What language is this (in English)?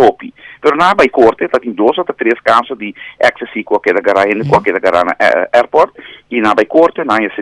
Papiamento